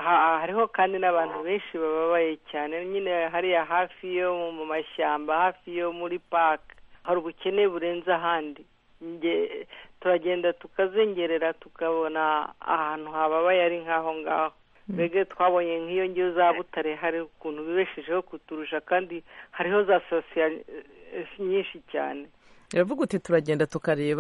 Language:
Kinyarwanda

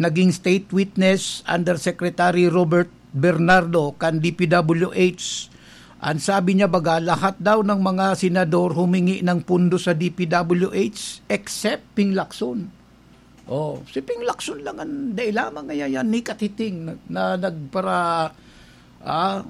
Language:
Bikol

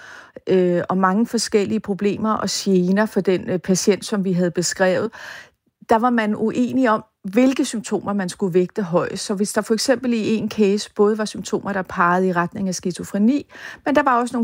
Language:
Danish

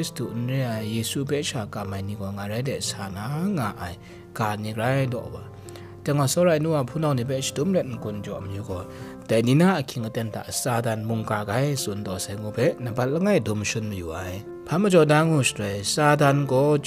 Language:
Kachin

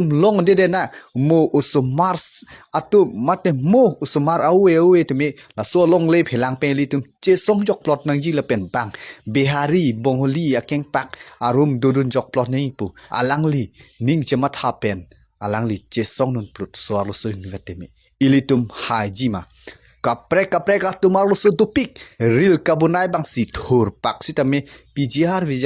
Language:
Karbi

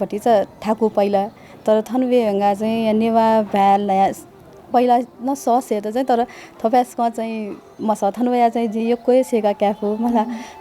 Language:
Newari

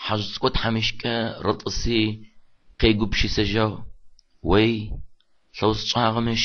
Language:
Adyghe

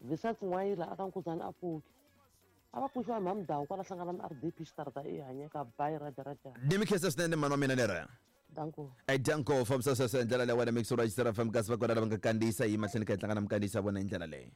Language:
Tsonga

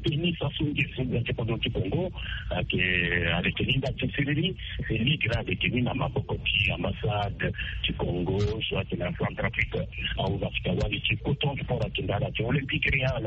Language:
Sango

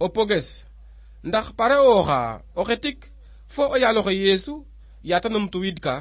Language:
Serer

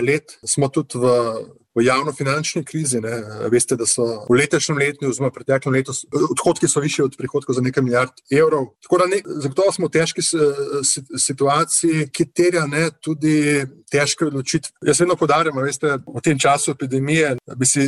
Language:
Slovenian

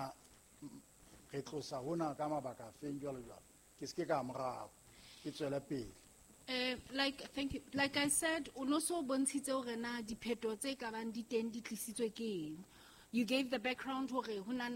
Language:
Southern Sotho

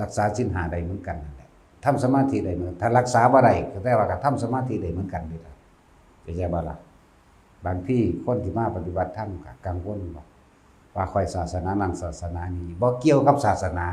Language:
Lao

